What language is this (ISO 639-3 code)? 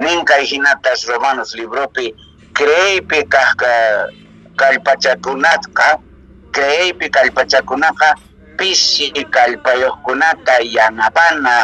que